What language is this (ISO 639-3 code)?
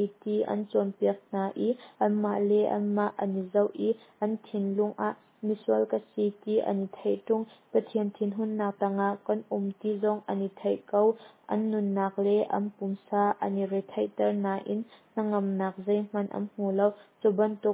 cnh